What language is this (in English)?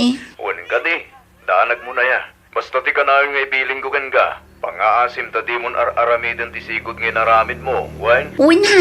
Iloko